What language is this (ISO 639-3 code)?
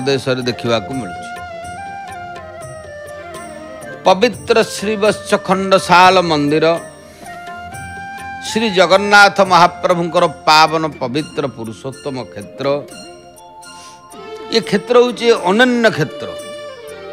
ori